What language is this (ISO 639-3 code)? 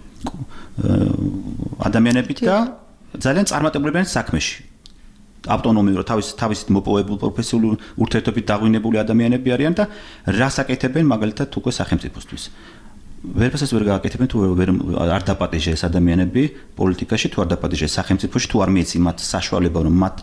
kat